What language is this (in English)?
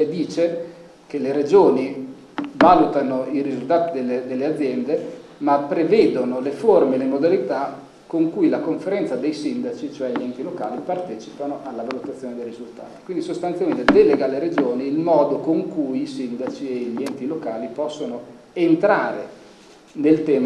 Italian